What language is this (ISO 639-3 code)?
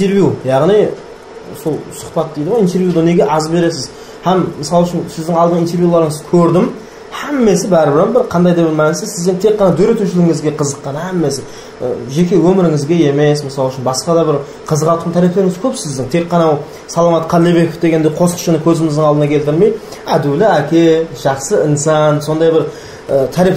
kaa